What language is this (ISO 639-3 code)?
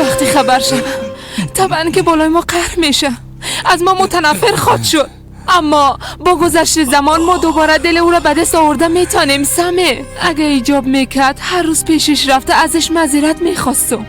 fas